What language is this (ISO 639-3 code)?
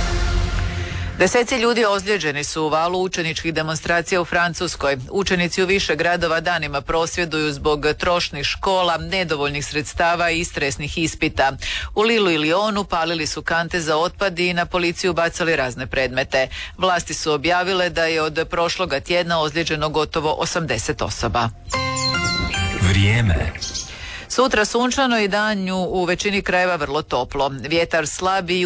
hrv